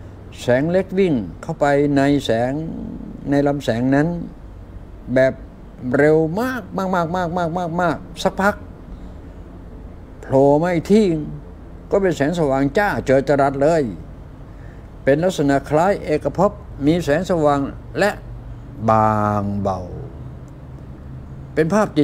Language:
Thai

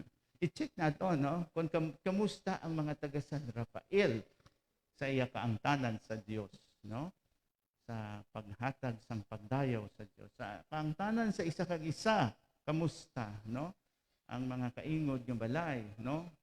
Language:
Hiligaynon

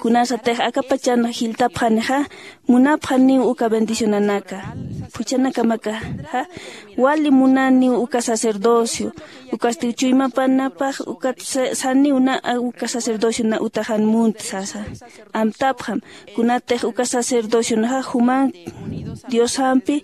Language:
Aymara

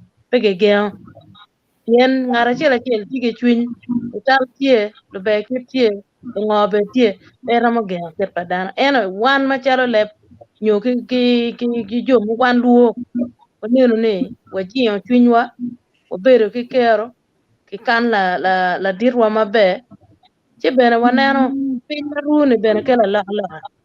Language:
Acoli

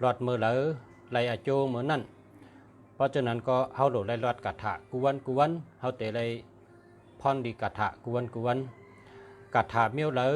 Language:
Shan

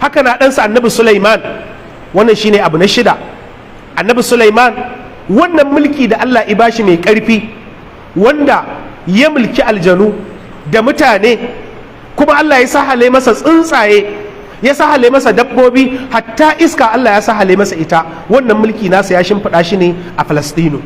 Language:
Hausa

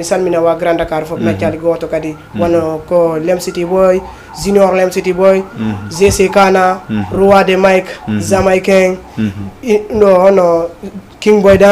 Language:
Fula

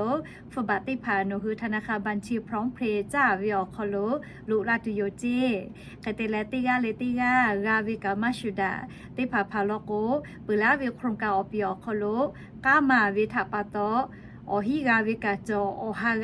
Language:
Lahu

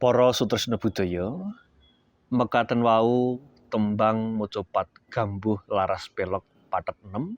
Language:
Javanese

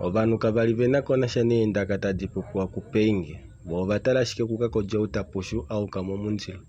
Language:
Kuanyama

